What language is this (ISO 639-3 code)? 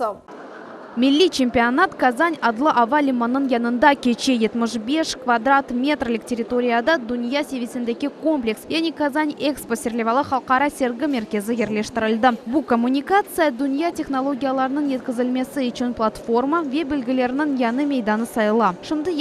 crh